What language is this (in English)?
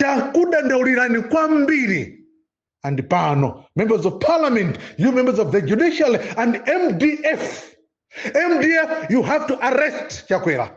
Nyanja